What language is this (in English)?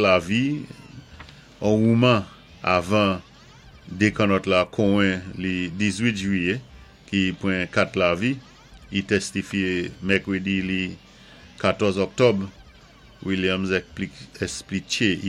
Saint Lucian Creole French